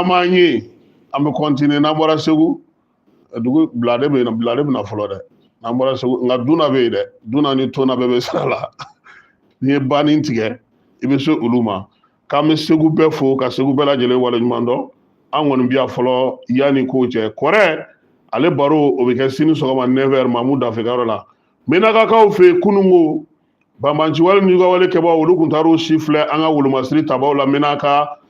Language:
Bambara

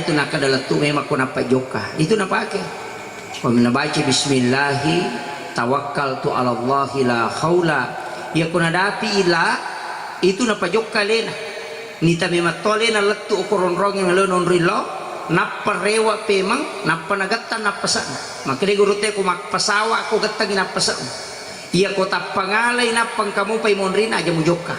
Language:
Buginese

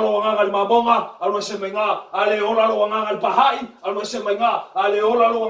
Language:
Samoan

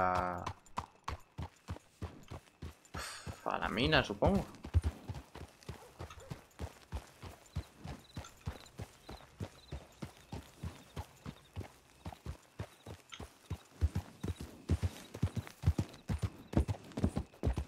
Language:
Spanish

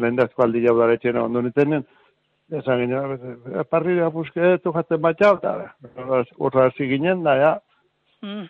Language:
Basque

